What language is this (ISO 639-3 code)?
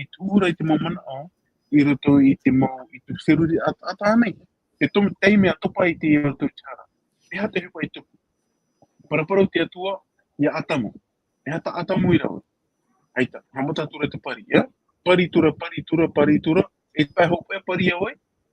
tah